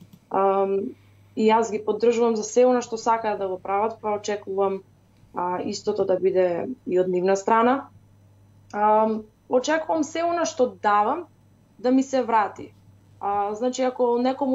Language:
Macedonian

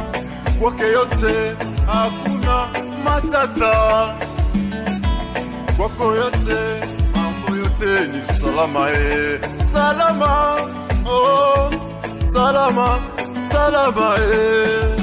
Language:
Swahili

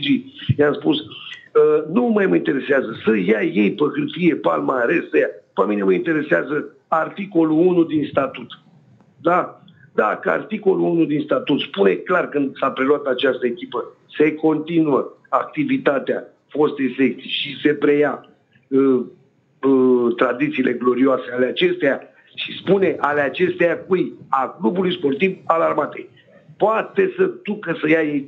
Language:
Romanian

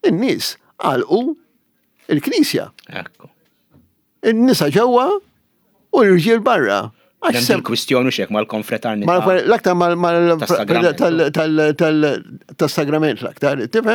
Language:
Maltese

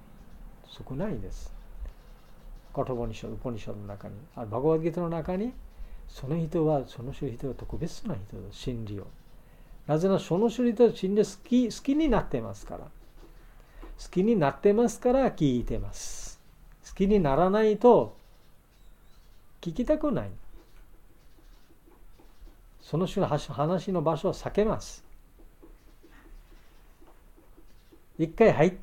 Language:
Japanese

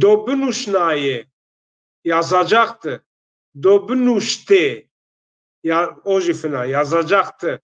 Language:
Zaza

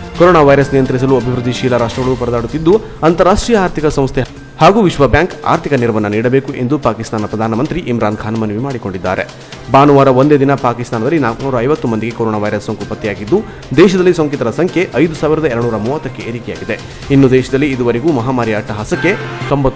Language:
Kannada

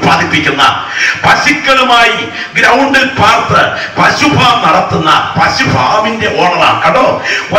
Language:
Malayalam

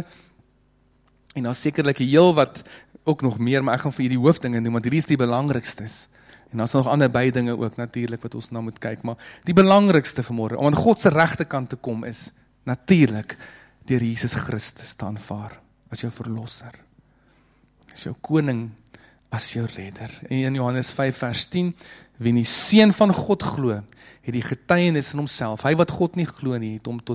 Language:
Afrikaans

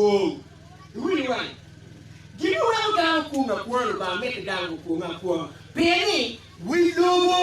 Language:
Acoli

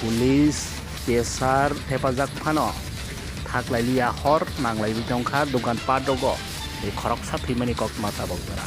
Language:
Kok Borok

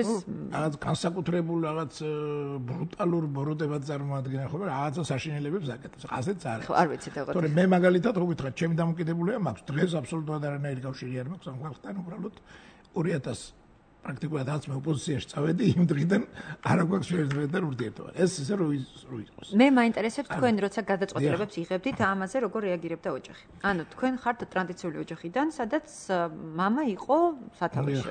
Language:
Georgian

